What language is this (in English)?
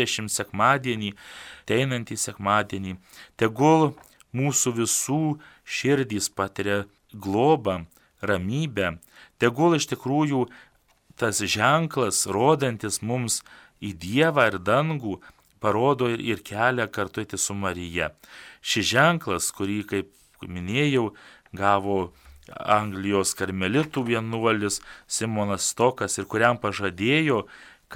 Lithuanian